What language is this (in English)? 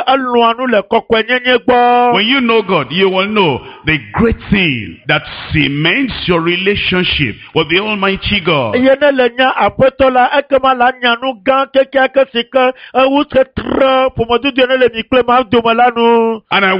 Ewe